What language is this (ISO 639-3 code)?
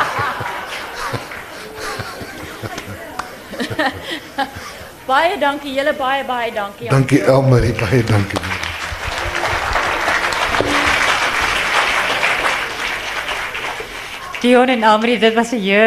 afr